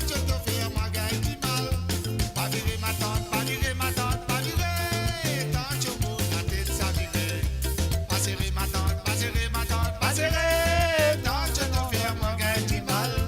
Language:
Morisyen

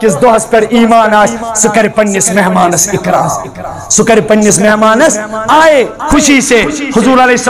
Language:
Kashmiri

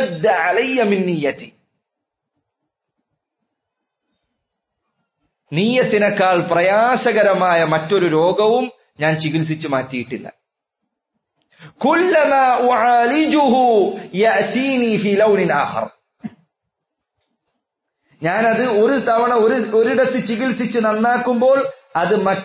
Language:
Malayalam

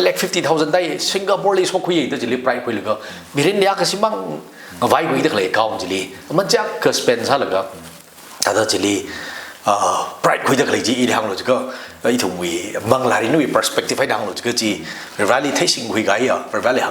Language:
Tangkhul Naga (India)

